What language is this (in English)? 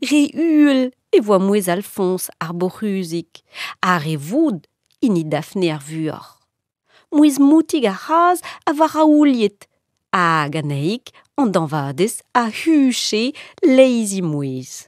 Breton